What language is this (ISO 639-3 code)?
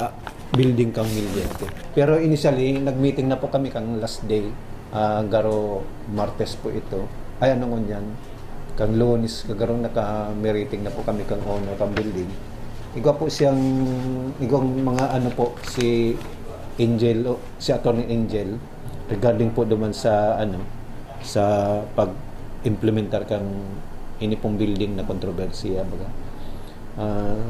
bik